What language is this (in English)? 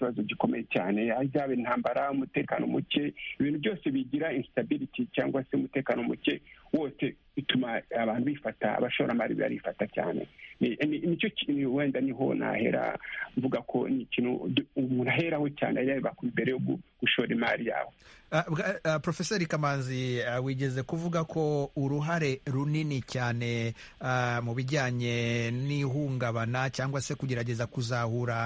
Kinyarwanda